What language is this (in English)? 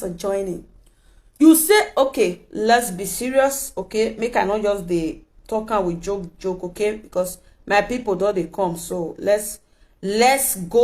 Nigerian Pidgin